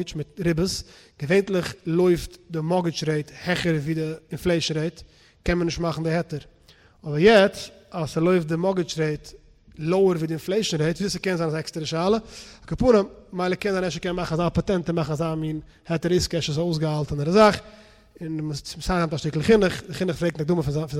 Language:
Yiddish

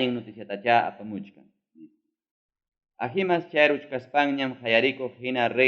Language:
Ayacucho Quechua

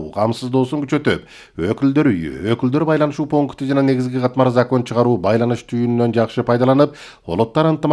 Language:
Kyrgyz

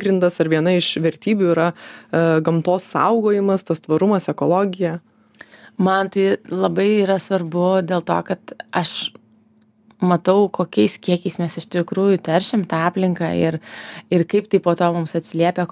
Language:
Lithuanian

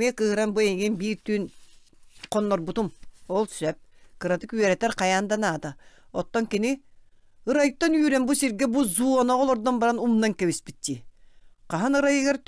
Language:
Yakut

